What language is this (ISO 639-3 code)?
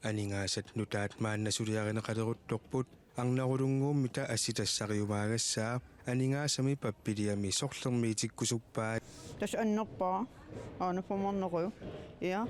kal